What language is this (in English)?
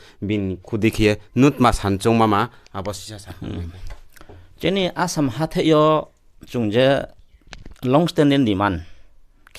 Riang (India)